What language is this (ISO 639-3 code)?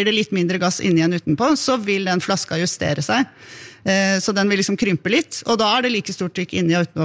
nor